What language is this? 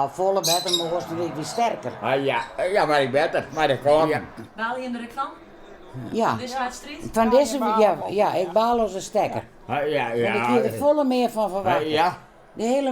Western Frisian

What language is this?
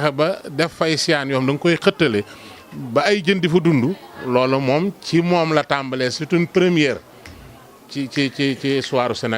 Wolof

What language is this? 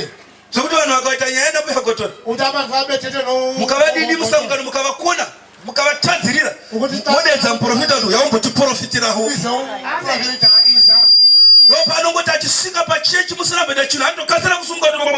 Shona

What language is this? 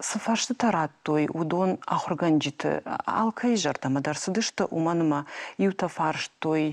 Ossetic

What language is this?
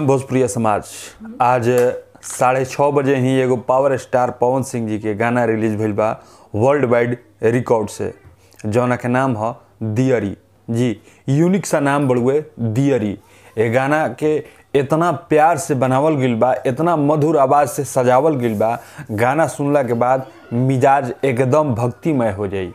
Bhojpuri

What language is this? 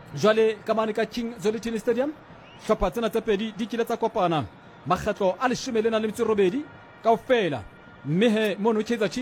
Southern Sotho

